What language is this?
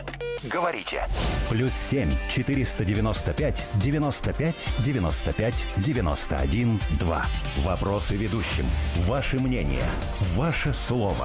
Russian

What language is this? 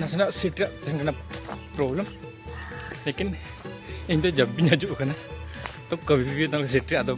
Santali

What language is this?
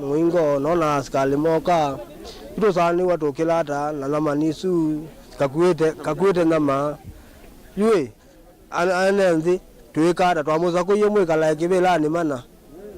Kamba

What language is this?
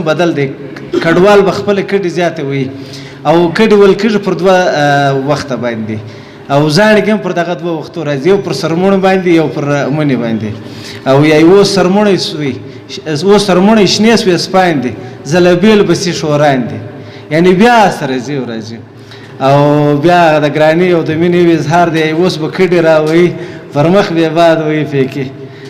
Pashto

